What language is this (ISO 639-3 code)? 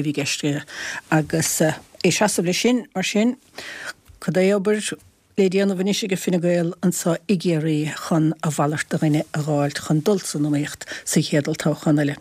gle